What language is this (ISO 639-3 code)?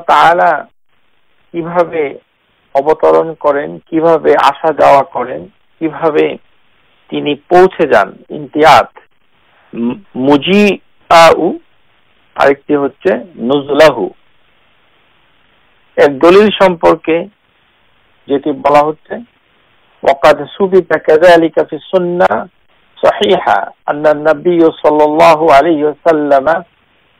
ben